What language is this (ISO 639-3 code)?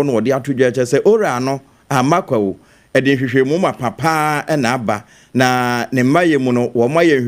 aka